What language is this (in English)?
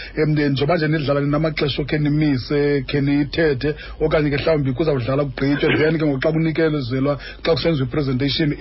Xhosa